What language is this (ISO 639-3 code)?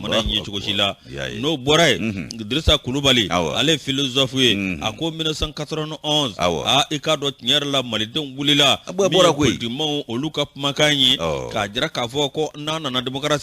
bam